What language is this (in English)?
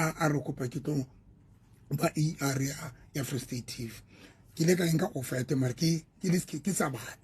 Southern Sotho